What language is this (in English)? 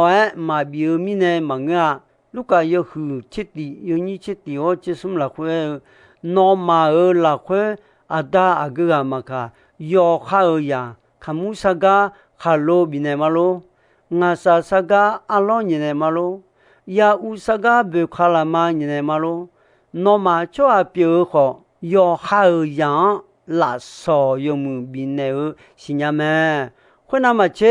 Akha